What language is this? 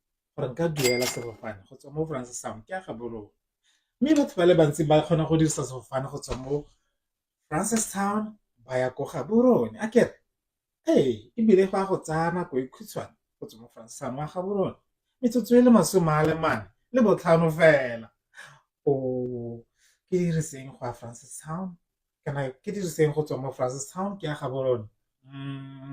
Tswana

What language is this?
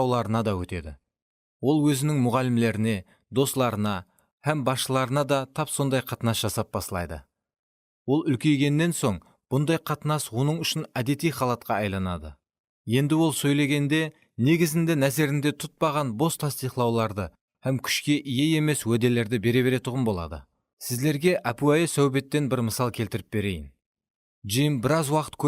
Kara-Kalpak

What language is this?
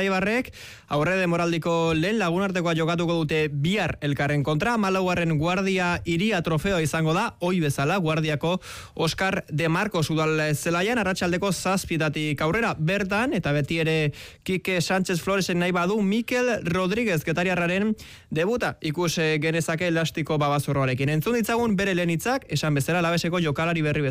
Basque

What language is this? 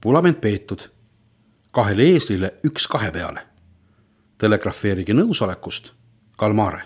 Estonian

